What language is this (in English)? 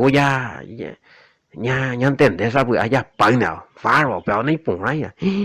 Guarani